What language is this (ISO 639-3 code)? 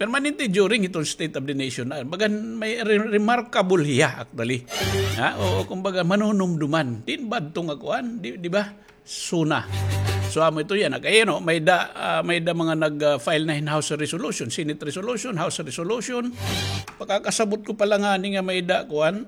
war